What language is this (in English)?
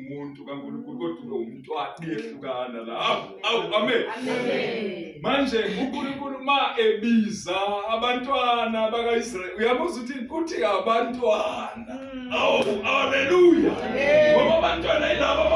Zulu